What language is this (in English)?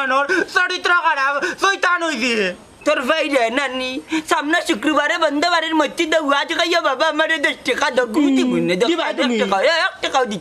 Sylheti